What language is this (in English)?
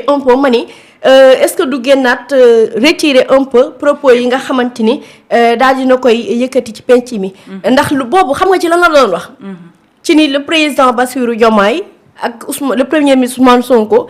Wolof